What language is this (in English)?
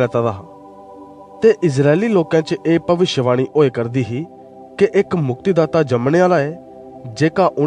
Dogri